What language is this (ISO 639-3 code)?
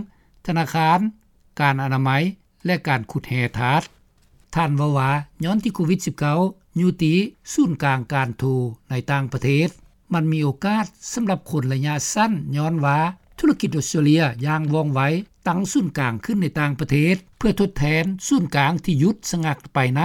lao